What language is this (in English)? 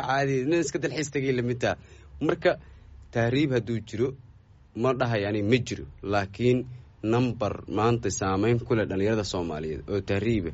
Somali